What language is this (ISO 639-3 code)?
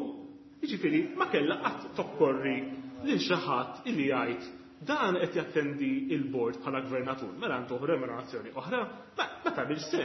mlt